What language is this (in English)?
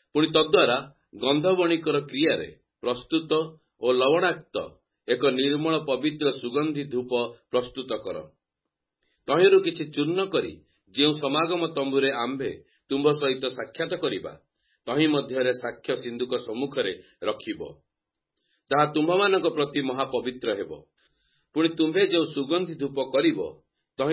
Odia